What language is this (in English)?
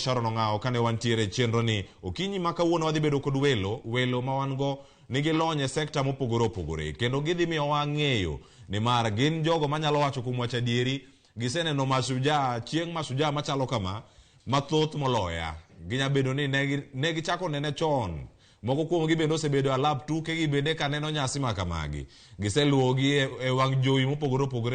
Luo (Kenya and Tanzania)